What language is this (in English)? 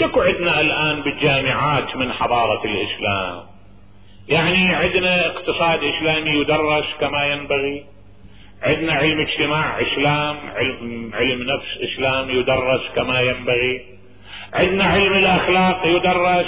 Mesopotamian Arabic